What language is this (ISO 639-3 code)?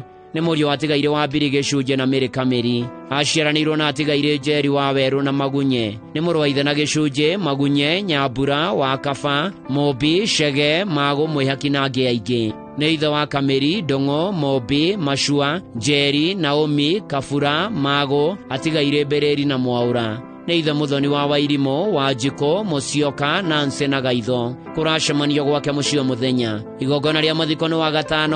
kik